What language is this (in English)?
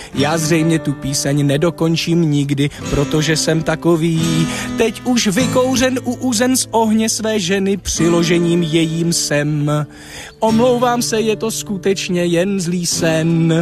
Czech